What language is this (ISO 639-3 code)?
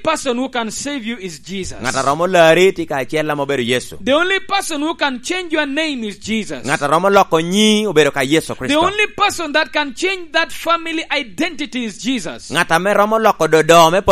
laj